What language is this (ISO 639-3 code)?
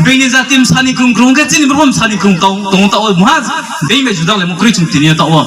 ria